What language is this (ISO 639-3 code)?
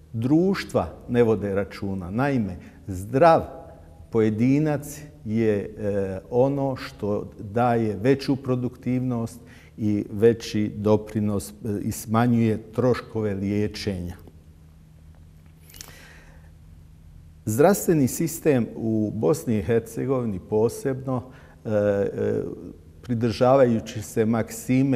bos